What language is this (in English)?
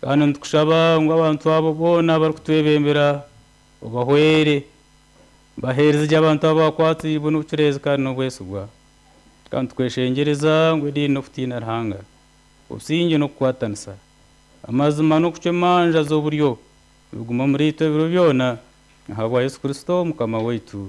Nyankole